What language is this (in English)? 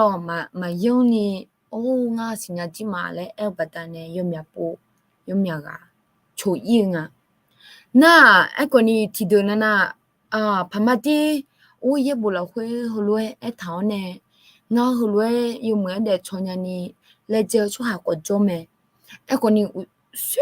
Akha